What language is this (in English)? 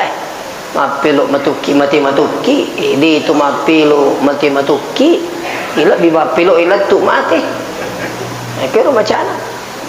Buginese